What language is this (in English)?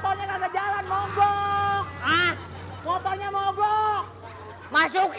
Betawi